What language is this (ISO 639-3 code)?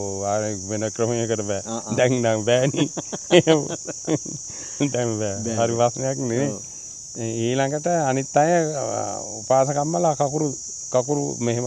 sin